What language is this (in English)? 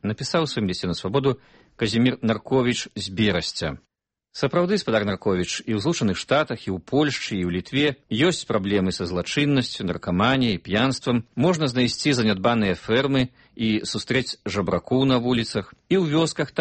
Belarusian